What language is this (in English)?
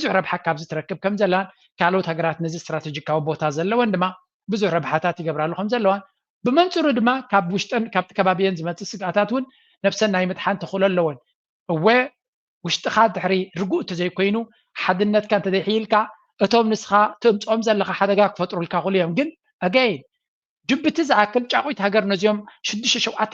Tigrinya